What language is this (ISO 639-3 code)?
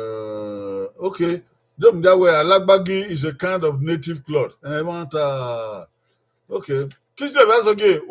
bin